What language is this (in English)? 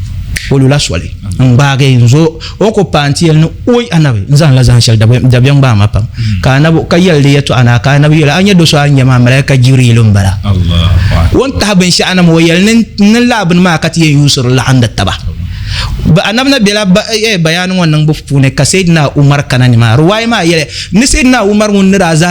Dagbani